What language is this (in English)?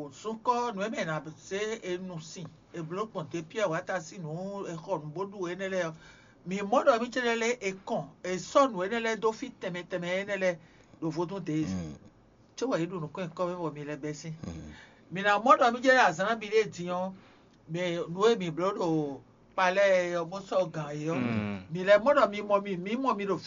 Fon